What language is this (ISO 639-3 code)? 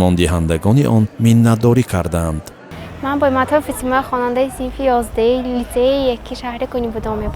tgk